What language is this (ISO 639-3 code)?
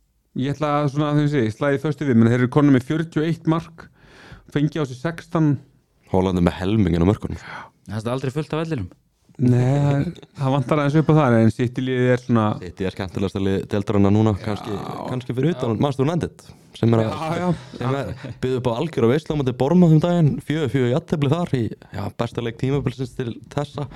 isl